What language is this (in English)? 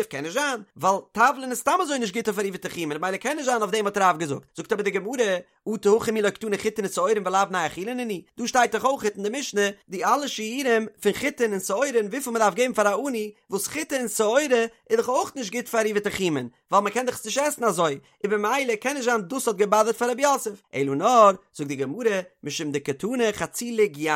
Yiddish